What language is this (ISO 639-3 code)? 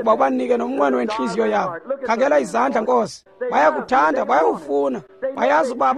xho